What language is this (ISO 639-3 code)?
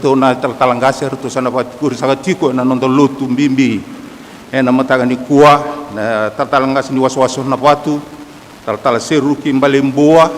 fij